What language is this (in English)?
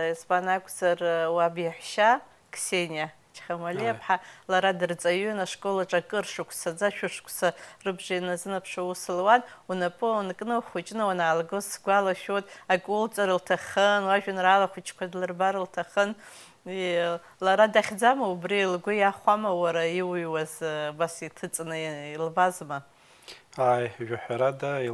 Abkhazian